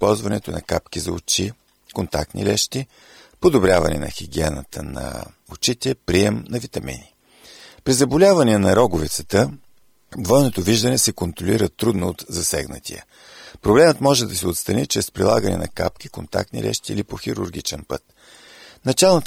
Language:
Bulgarian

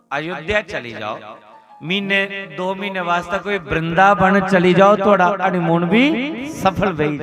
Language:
Dogri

